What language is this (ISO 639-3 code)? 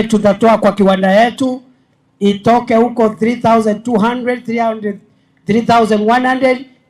mer